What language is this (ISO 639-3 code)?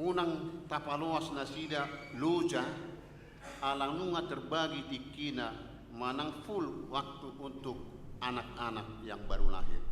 bbc